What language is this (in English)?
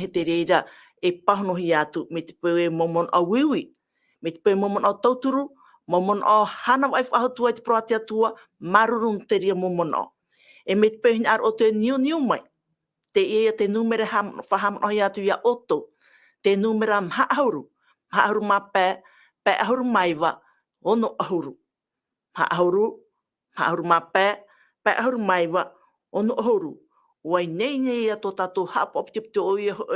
Tahitian